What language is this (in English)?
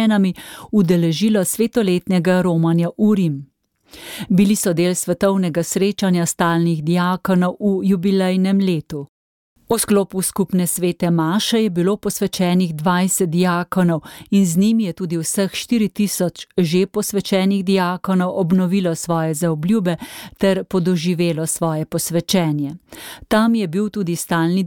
Slovenian